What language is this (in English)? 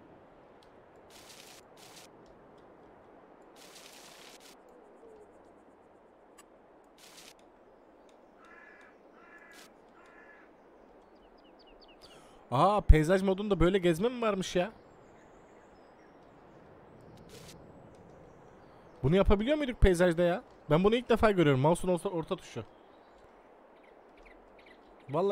Turkish